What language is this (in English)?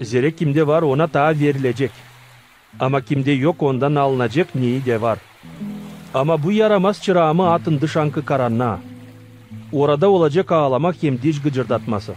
Gagauz